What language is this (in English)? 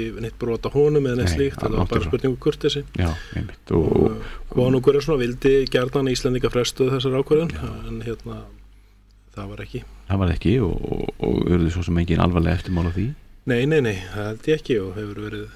Icelandic